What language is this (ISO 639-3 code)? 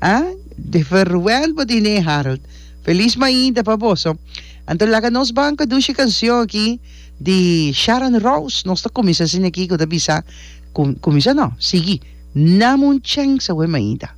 pap